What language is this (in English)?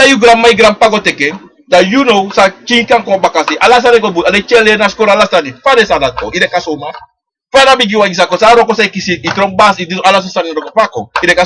Sranan Tongo